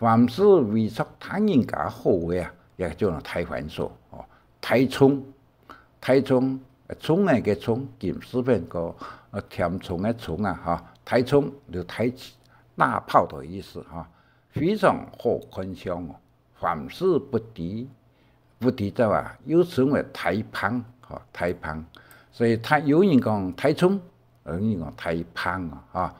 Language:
Hakka Chinese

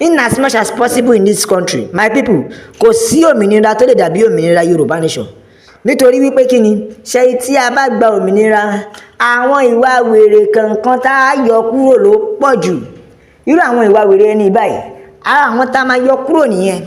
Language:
Yoruba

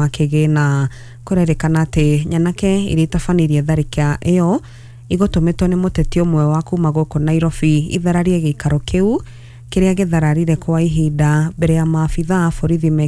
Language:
Kikuyu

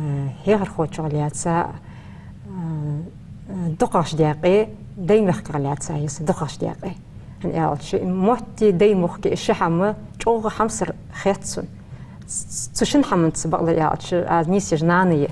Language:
Ingush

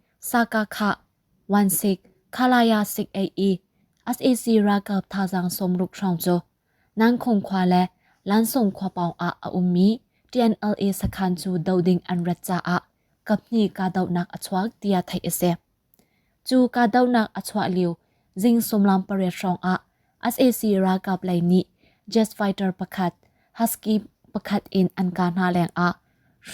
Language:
Hakha Chin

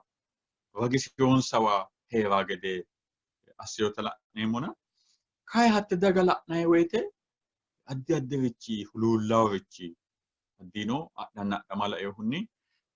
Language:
Sidamo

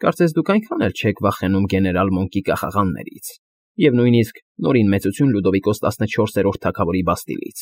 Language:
Armenian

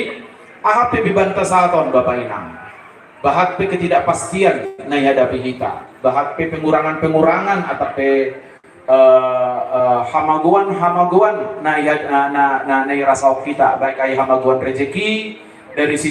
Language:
Batak Simalungun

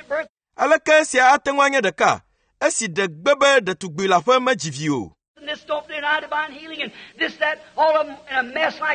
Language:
Ewe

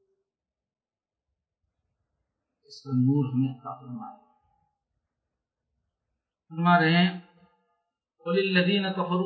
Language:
Urdu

